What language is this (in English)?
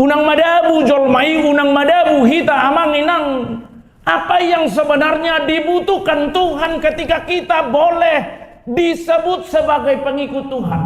Batak Toba